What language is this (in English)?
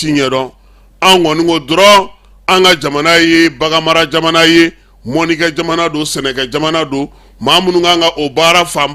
Bambara